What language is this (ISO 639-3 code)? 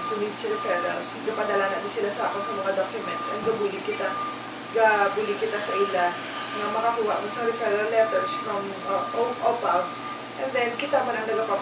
hil